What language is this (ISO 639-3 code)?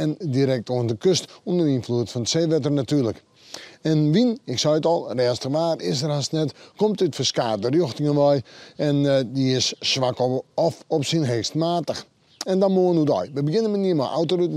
fry